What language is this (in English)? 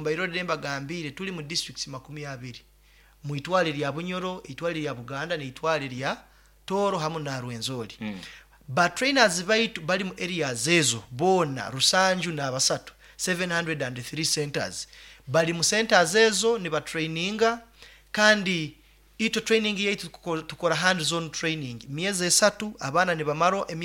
Nyoro